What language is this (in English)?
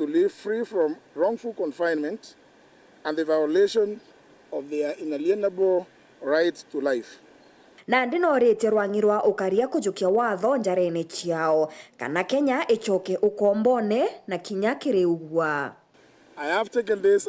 Meru